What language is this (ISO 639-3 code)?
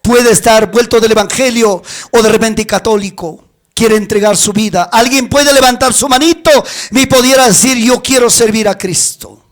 quy